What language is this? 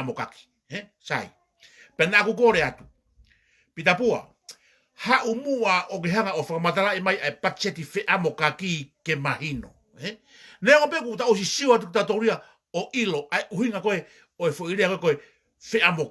Tongan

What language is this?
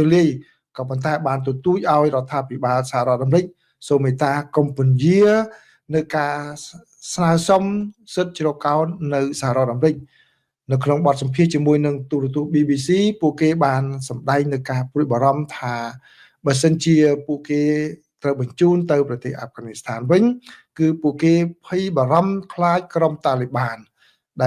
Khmer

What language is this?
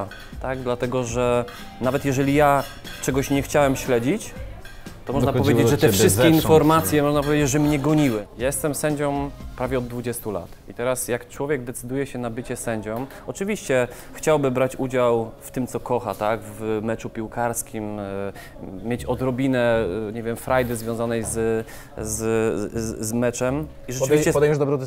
Polish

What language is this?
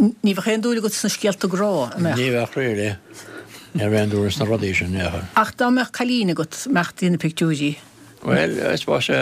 Irish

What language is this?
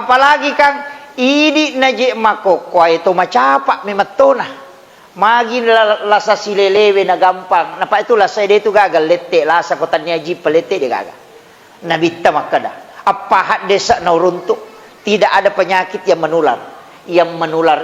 Buginese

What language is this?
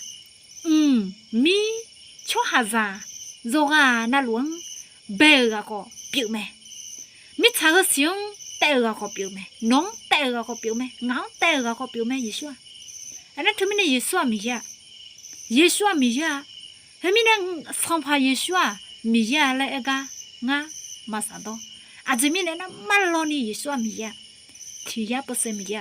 Akha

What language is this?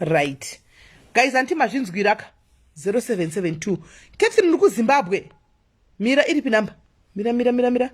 Shona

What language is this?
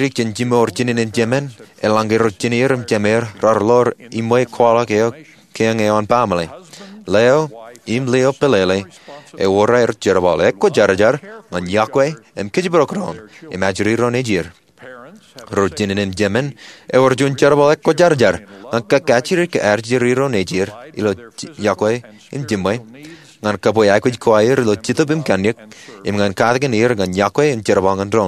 Marshallese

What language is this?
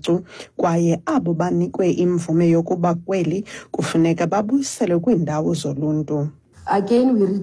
Xhosa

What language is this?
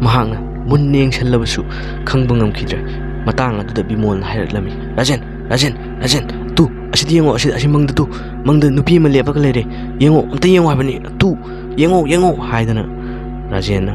Manipuri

